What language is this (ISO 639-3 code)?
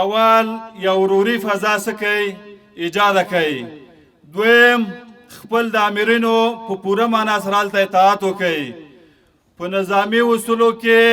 pus